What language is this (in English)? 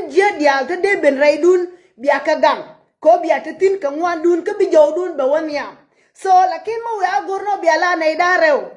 Nuer